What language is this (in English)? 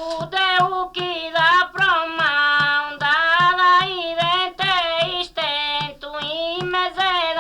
Sardinian